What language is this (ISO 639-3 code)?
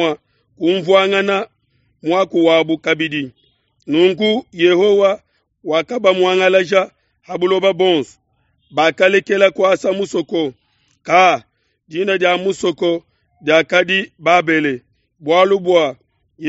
lua